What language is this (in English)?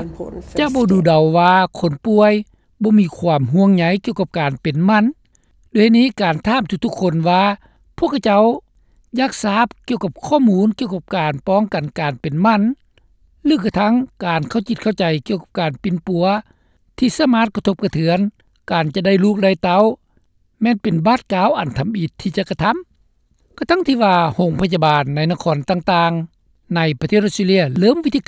Lao